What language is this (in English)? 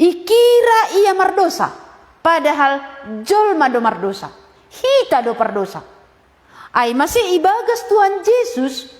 Batak Simalungun